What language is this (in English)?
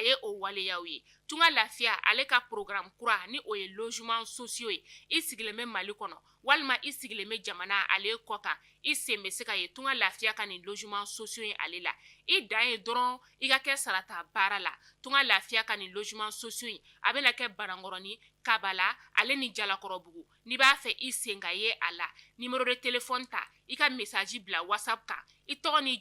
Bambara